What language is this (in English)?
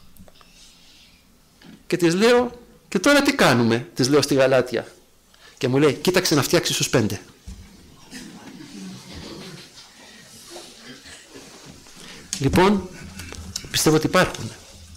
Greek